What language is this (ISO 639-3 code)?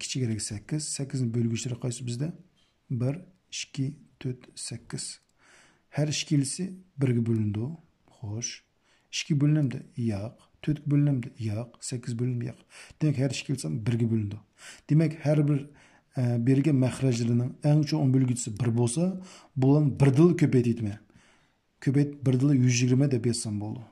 uig